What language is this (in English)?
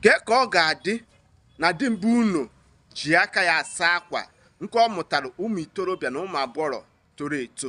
Igbo